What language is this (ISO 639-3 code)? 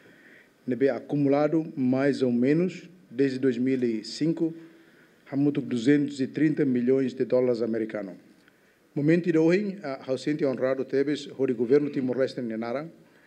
tet